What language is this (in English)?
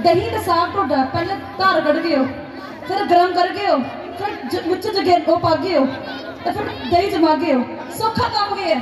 Dogri